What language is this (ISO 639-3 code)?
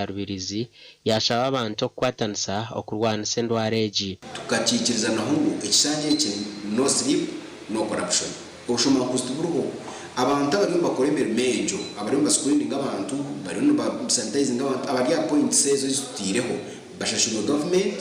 nyn